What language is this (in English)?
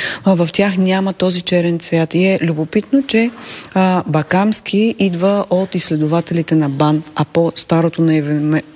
Bulgarian